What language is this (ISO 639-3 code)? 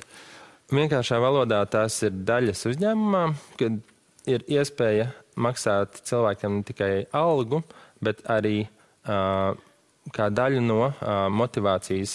lav